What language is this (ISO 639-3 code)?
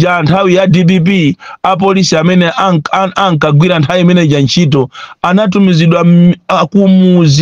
nya